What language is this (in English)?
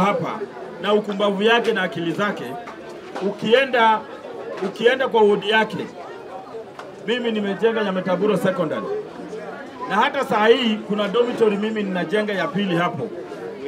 Swahili